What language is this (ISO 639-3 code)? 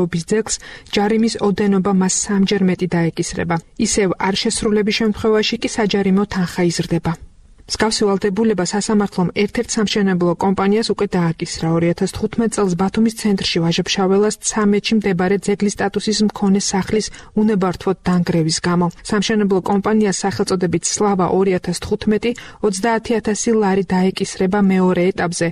kat